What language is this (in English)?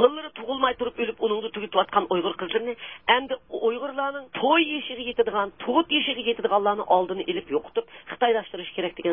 Uyghur